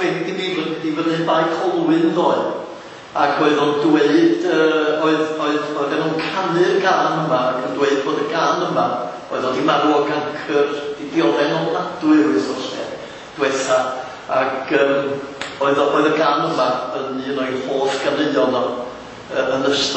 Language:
Welsh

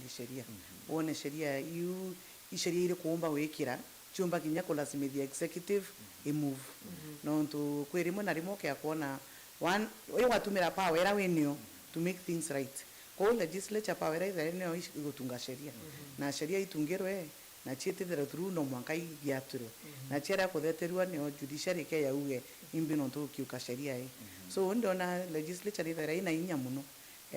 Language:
Meru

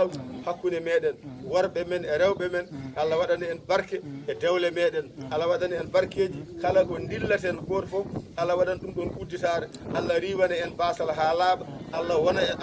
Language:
Fula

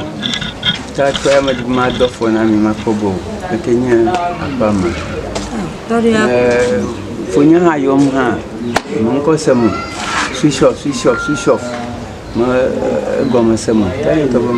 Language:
Ewe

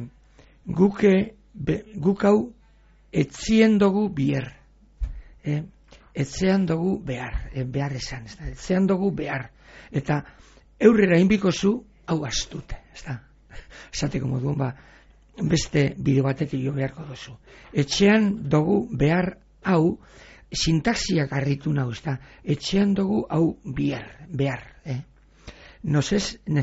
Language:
Basque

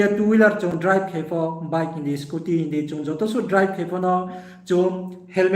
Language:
Riang (India)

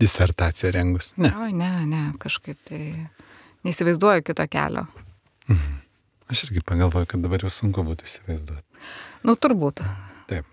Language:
Lithuanian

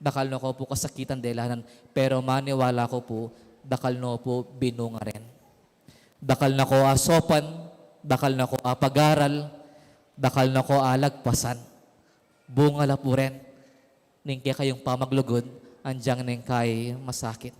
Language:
Pampanga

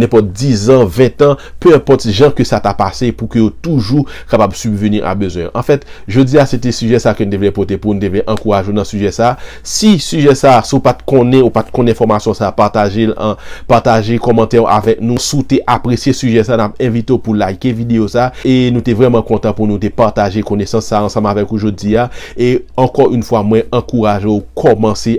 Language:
Haitian Creole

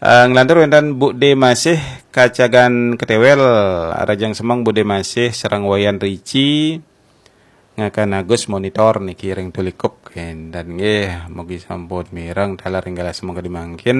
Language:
Balinese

